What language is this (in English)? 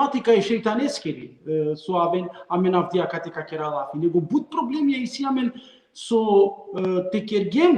Balkan Romani